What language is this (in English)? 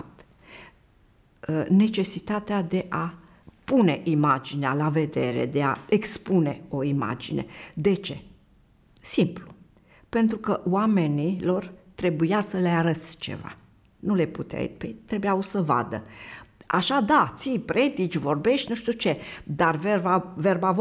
Romanian